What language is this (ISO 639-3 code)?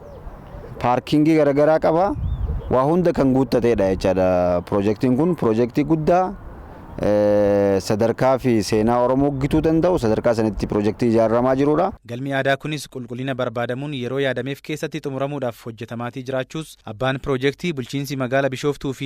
orm